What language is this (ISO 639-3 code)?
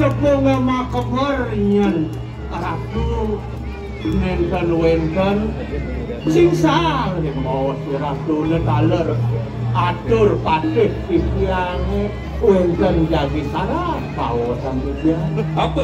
ban